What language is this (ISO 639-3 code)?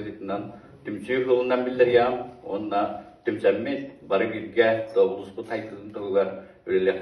sah